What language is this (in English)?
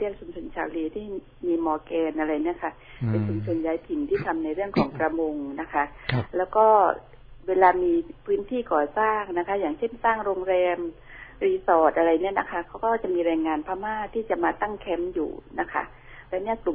Thai